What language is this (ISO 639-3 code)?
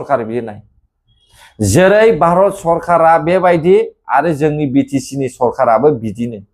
brx